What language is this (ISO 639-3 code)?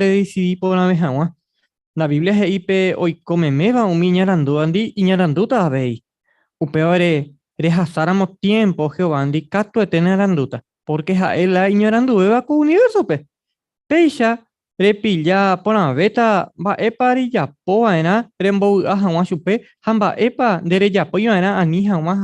grn